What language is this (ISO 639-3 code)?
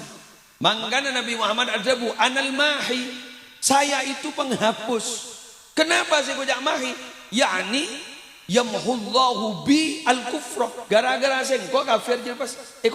mad